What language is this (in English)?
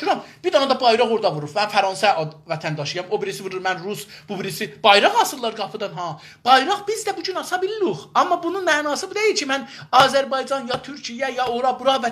South Azerbaijani